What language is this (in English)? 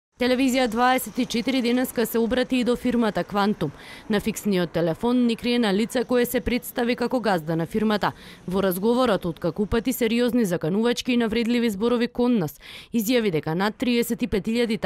Macedonian